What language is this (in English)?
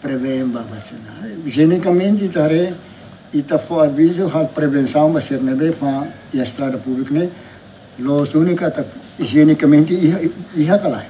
Tetum